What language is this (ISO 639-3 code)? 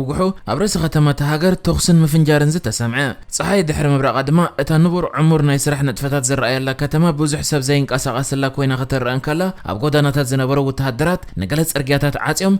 tir